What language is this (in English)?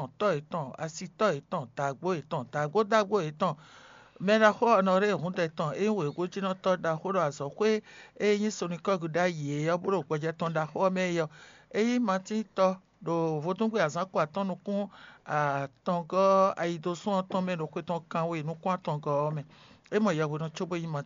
Fon